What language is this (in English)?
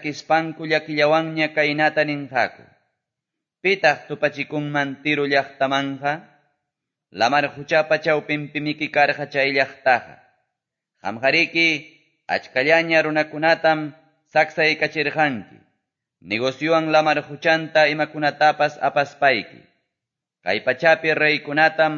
Quechua